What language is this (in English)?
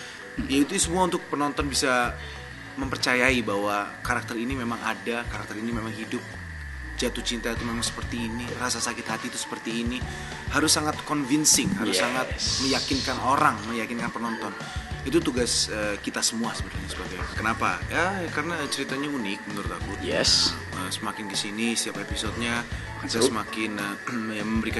Indonesian